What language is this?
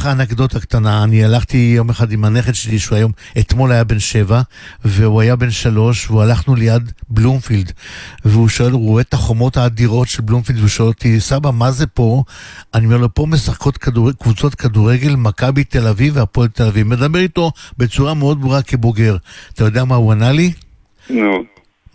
Hebrew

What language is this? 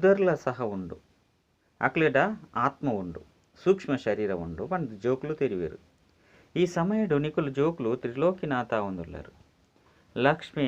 Tulu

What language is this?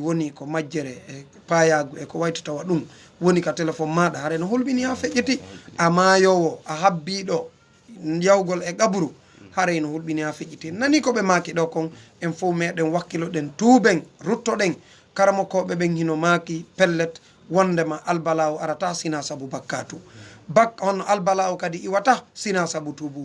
Fula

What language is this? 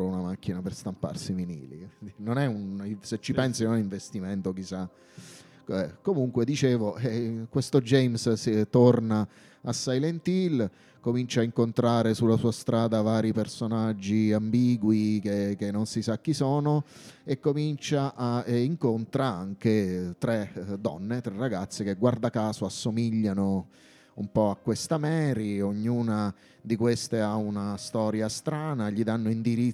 Italian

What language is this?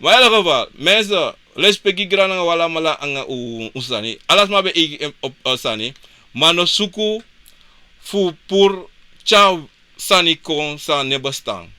Sranan Tongo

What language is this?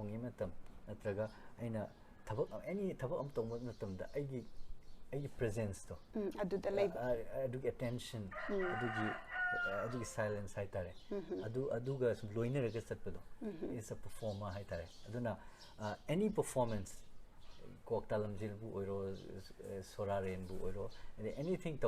Manipuri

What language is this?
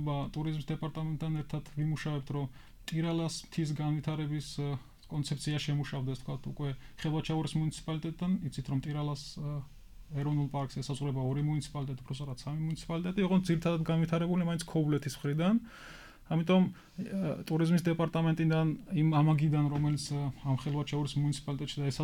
Georgian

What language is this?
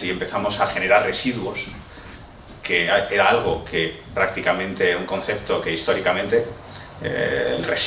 Spanish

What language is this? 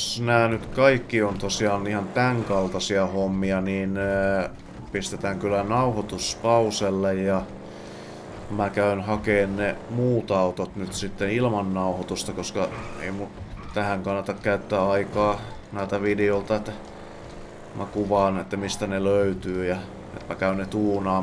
Finnish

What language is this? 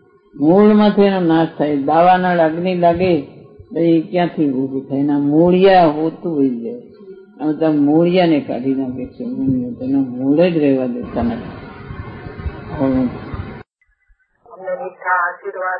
Gujarati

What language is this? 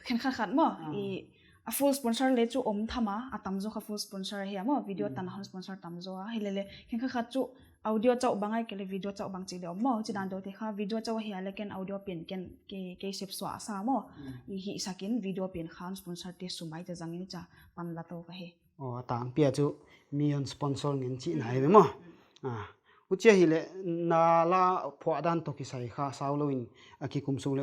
Paite Chin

